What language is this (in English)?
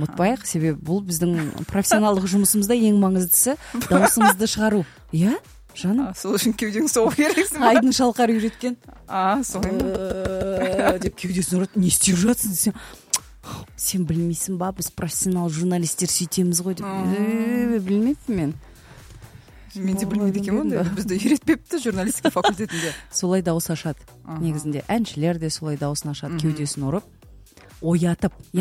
Kazakh